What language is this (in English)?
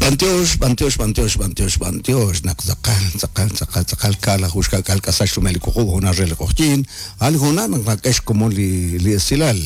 Kekchí